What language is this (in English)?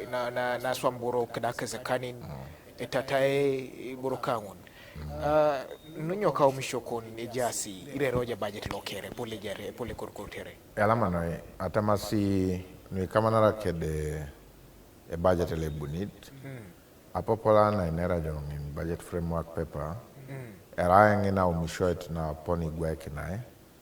Teso